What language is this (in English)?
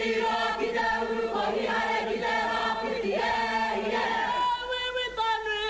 Māori